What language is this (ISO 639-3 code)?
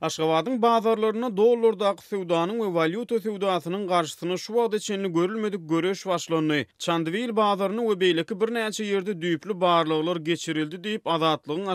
tuk